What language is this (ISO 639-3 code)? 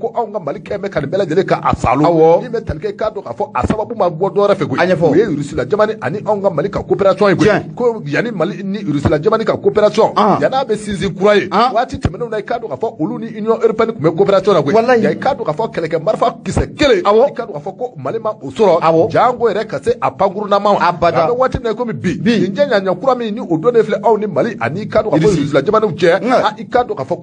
bam